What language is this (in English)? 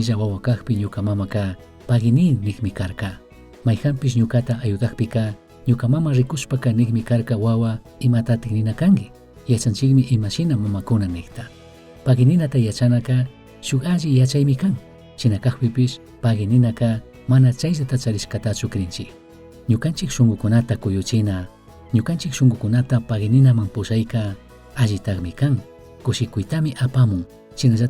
Chimborazo Highland Quichua